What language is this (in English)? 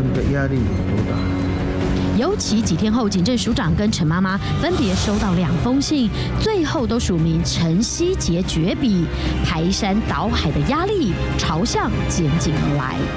Chinese